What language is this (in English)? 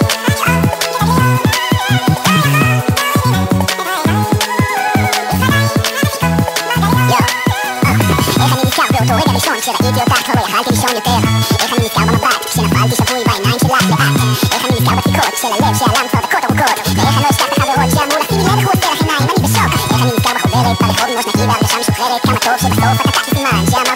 Hebrew